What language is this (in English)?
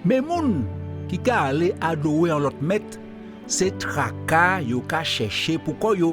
Guadeloupean Creole French